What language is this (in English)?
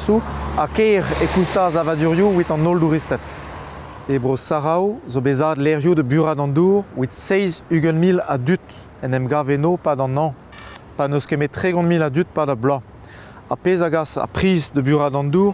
Breton